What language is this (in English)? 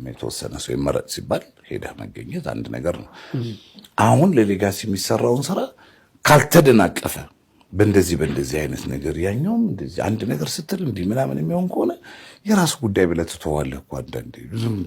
Amharic